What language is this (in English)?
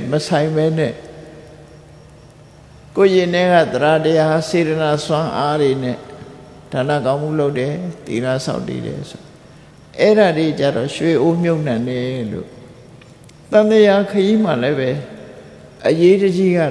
Burmese